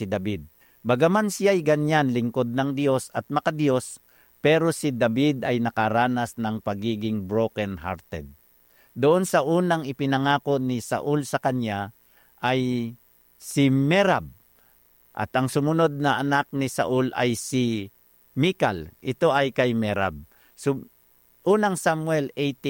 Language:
Filipino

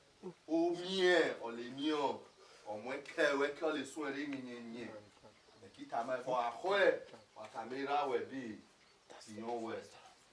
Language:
Bini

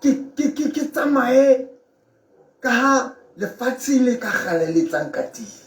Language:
Tswana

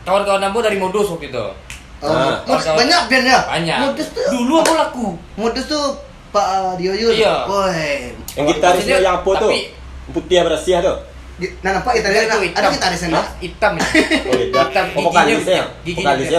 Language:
Minangkabau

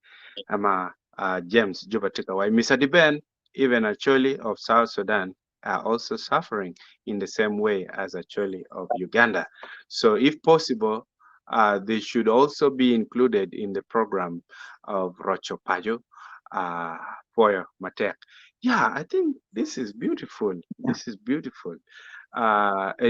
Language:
Acoli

